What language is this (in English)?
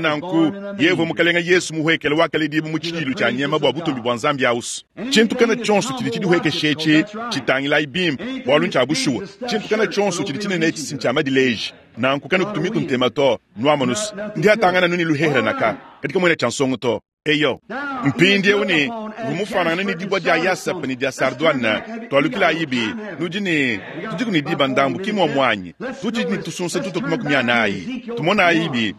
Luba-Lulua